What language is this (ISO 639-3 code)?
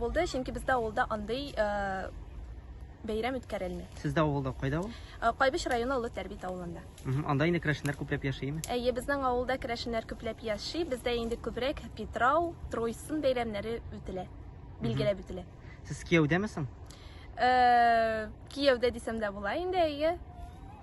tat